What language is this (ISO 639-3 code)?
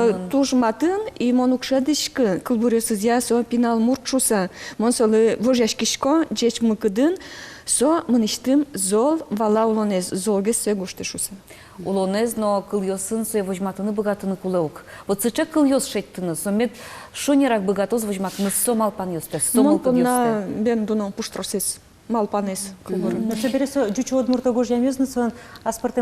udm